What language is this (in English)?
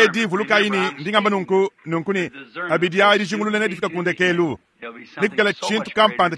Luba-Lulua